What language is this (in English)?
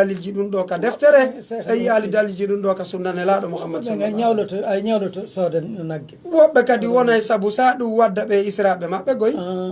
Pular